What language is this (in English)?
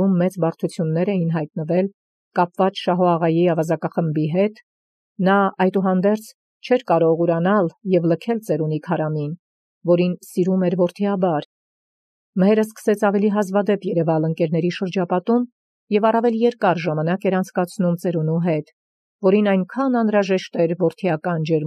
Armenian